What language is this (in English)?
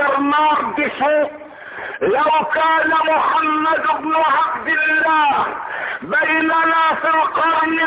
Arabic